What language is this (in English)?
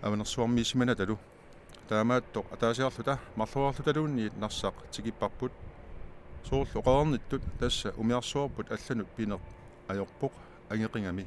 Kalaallisut